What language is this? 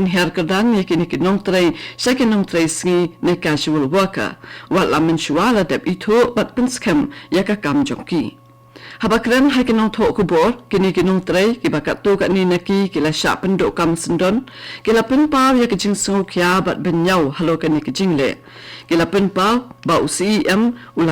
Khasi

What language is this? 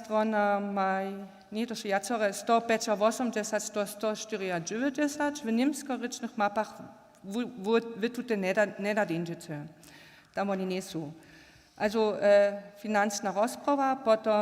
Upper Sorbian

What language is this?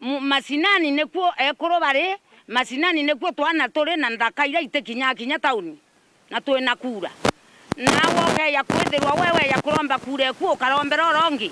Meru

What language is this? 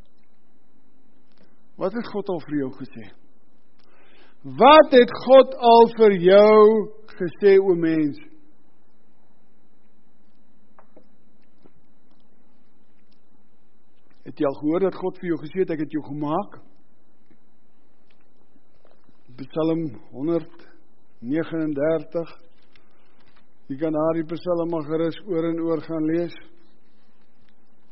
Afrikaans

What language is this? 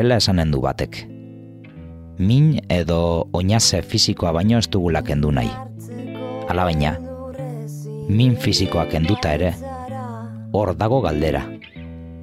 Basque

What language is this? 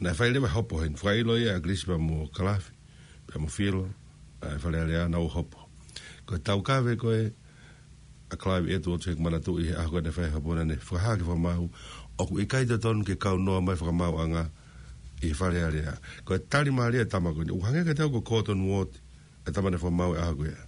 Tongan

